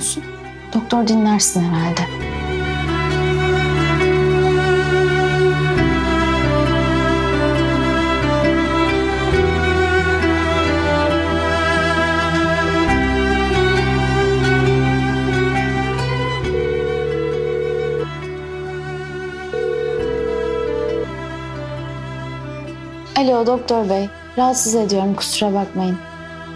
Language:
Turkish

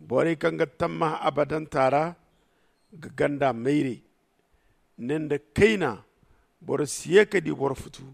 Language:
Zarma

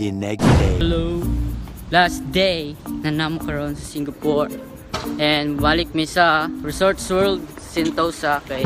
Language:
Cebuano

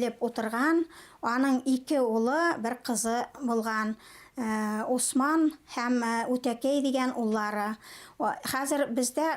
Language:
Bashkir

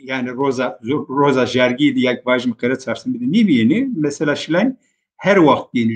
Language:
Zaza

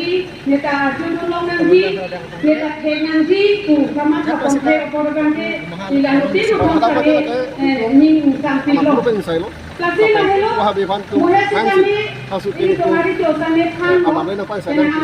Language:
Karbi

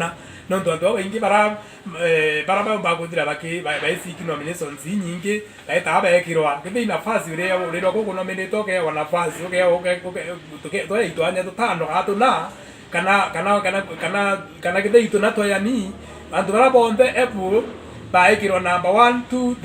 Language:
Meru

